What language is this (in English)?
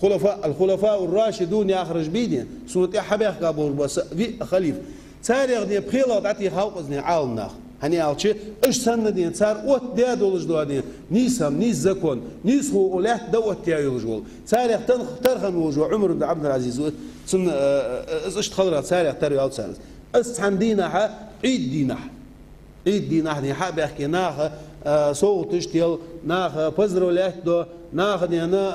Ingush